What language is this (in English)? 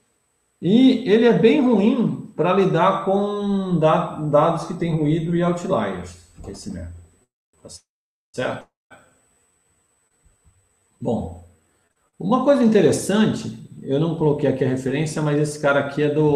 Portuguese